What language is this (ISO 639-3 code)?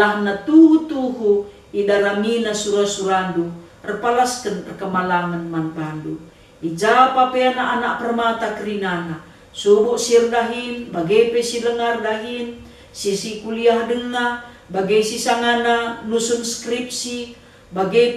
btx